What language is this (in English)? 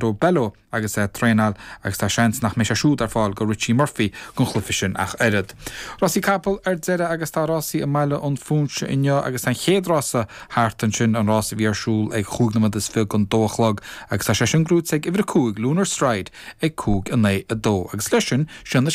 Irish